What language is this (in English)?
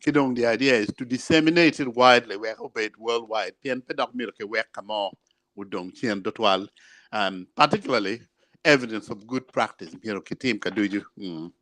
Acoli